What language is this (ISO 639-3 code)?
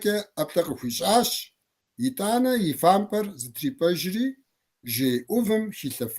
kbd